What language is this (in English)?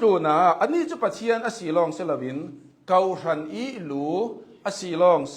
Hakha Chin